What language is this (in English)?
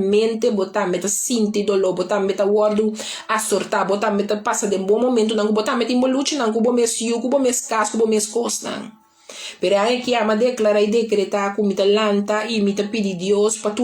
Papiamento